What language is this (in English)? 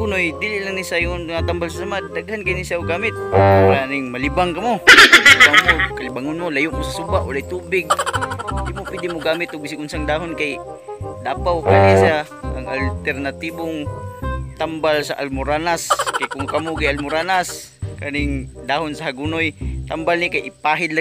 Cebuano